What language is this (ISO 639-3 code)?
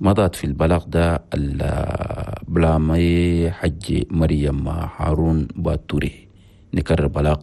shu